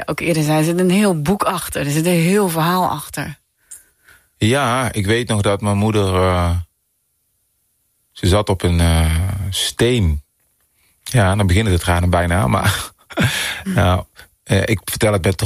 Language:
Dutch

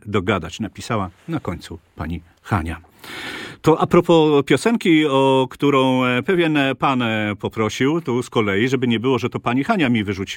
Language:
Polish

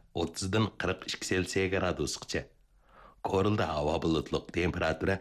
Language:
Uyghur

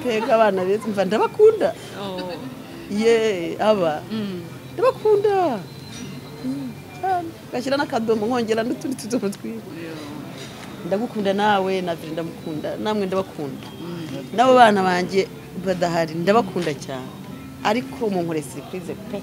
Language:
Kinyarwanda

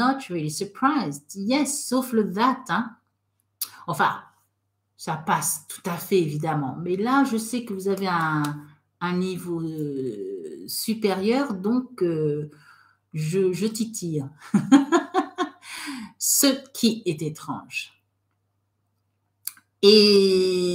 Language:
French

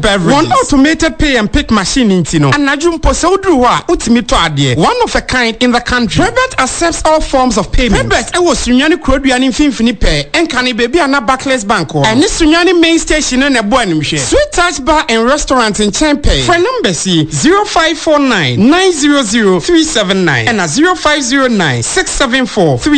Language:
Akan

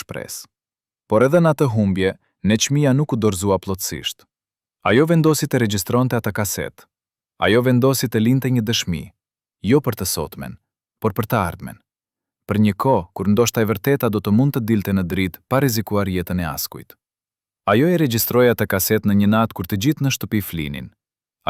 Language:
Albanian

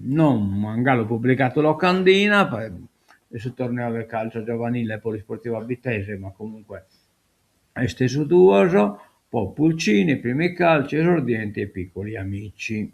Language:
Sardinian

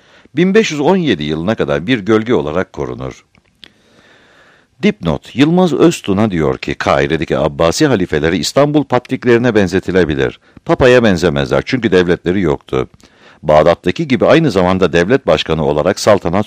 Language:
Turkish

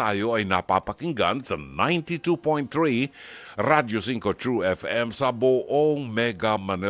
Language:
Filipino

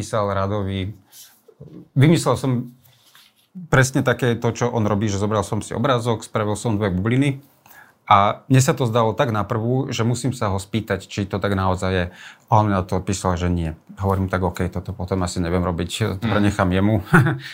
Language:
Slovak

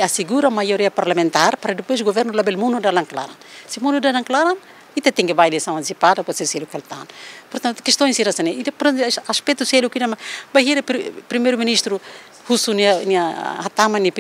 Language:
Tetum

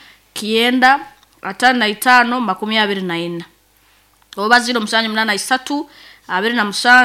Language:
Nyoro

